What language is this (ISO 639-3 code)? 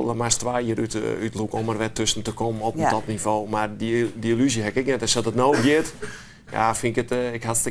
fry